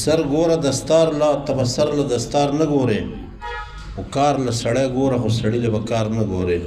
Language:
Pashto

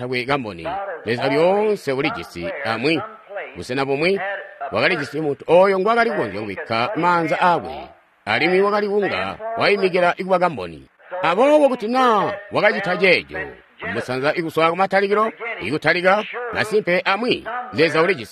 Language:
Tonga (Zambia)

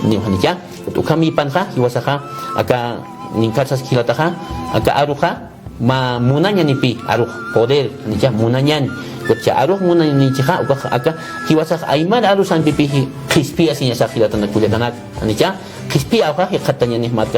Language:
Aymara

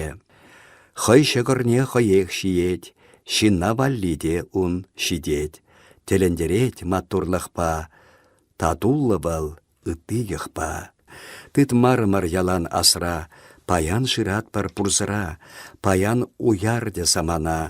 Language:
Chuvash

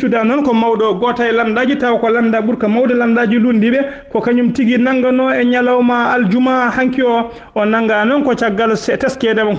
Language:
Fula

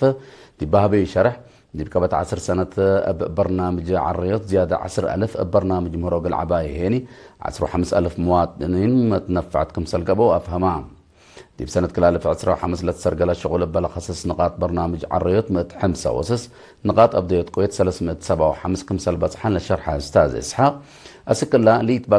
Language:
Tigre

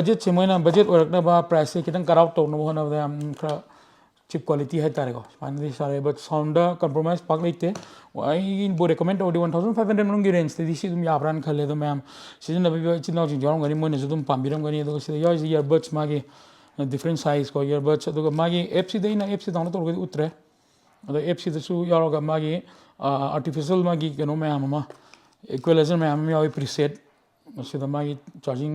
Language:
Manipuri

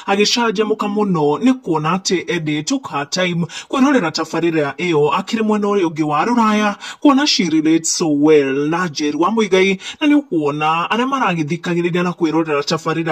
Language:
Kikuyu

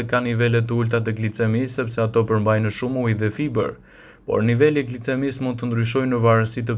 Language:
Albanian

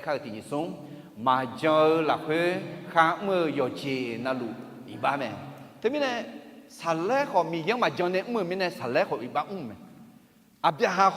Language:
Akha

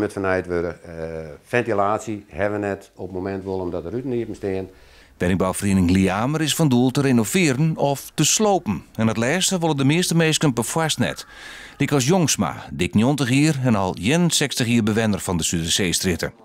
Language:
Western Frisian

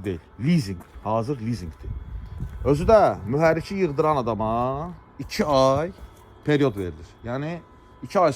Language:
Azerbaijani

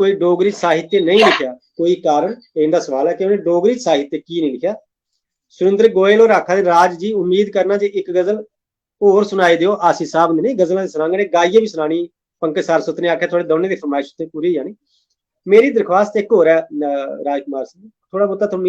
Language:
Dogri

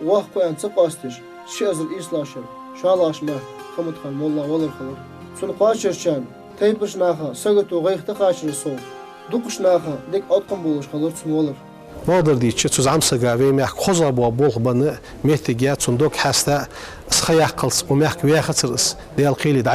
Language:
Ingush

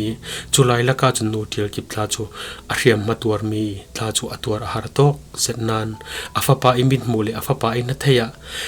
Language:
Falam Chin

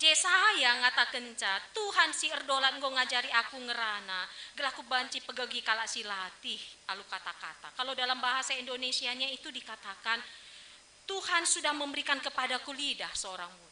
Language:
Batak Karo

